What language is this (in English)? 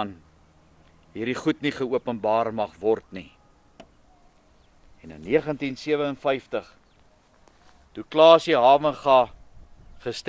Afrikaans